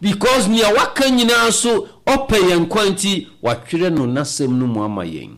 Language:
Akan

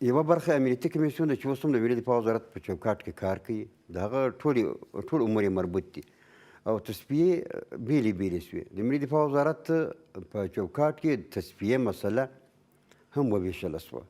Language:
Pashto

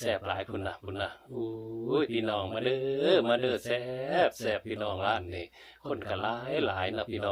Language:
Northeastern Thai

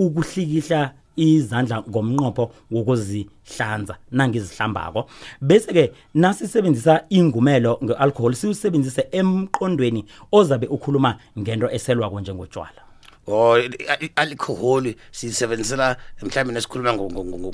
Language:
South Ndebele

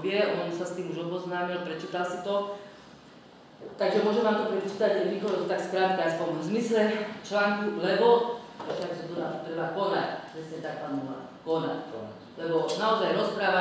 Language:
Slovak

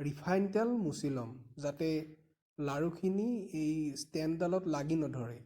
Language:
Assamese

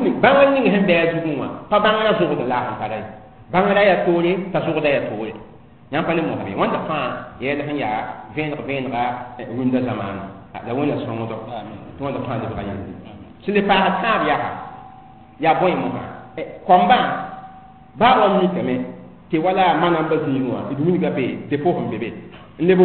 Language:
Mossi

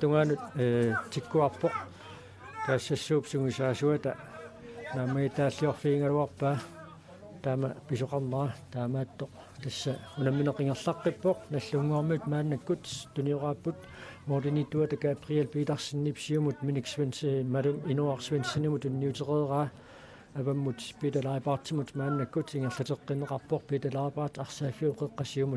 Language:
Kalaallisut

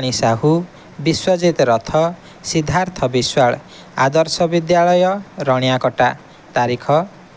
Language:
Odia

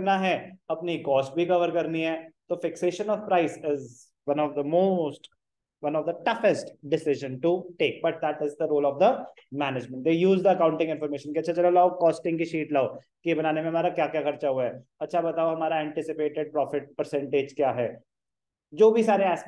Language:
Hindi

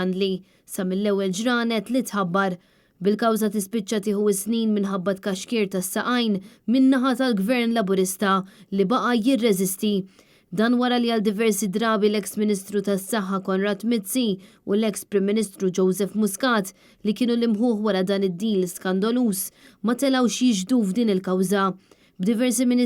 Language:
Maltese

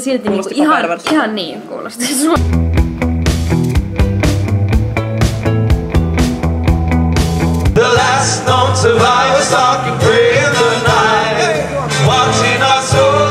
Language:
Finnish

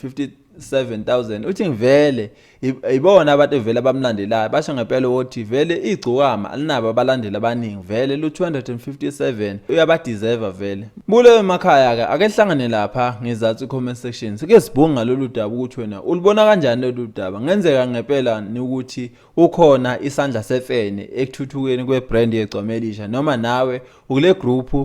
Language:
Zulu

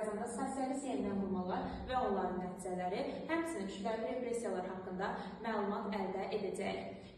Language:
Azerbaijani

